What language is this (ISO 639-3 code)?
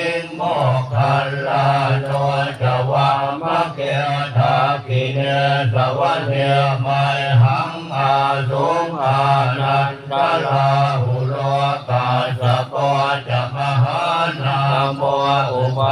pli